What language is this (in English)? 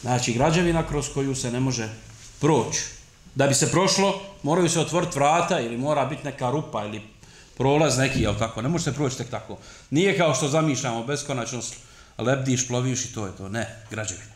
Bosnian